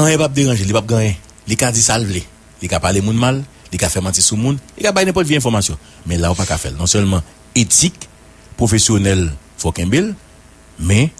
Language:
Haitian Creole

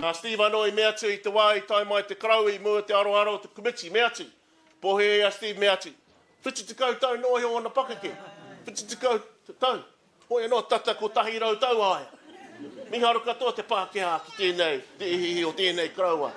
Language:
Māori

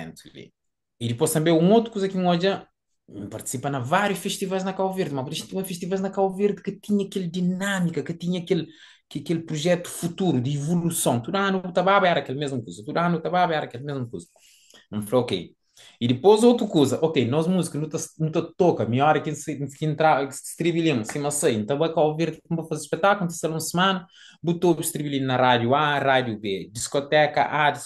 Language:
Kabuverdianu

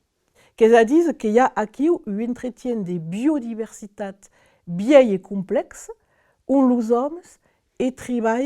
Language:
Occitan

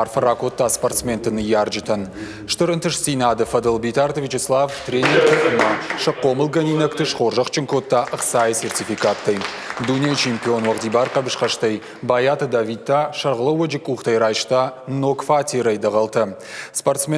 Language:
Ossetic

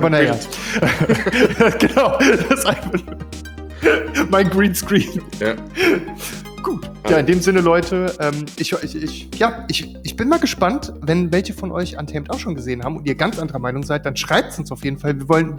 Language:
German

